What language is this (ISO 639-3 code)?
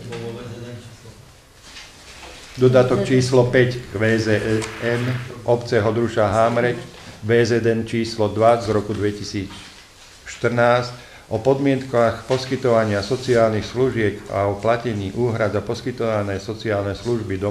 slk